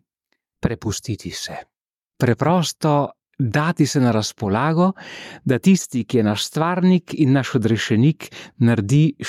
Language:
Slovenian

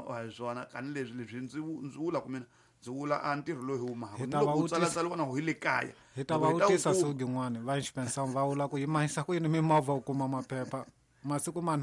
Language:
Tsonga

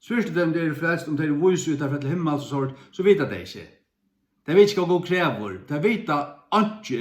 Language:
Faroese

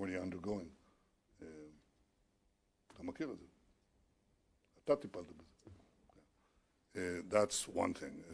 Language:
Hebrew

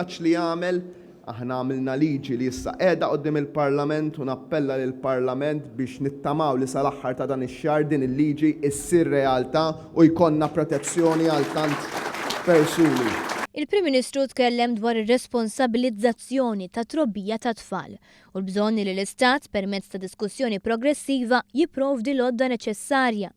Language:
Maltese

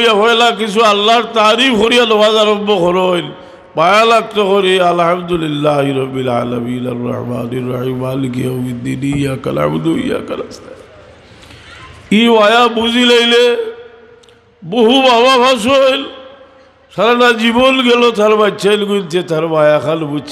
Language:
Sylheti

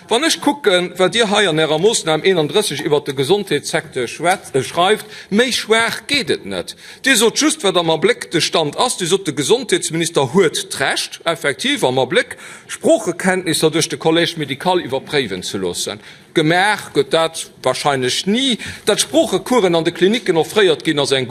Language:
Luxembourgish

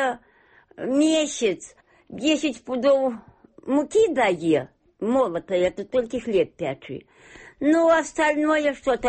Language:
Belarusian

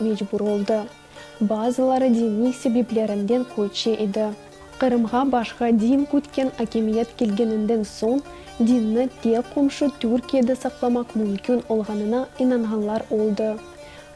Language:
Crimean Tatar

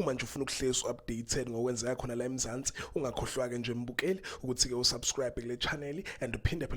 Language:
Zulu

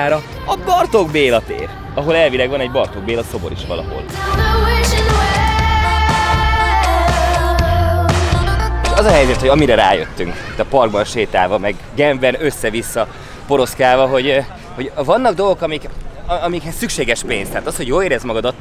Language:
Hungarian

